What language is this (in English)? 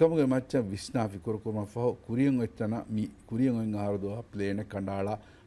Divehi